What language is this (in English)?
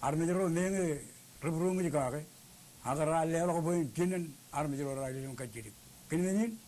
Marshallese